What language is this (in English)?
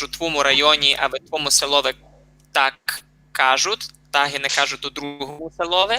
Rusyn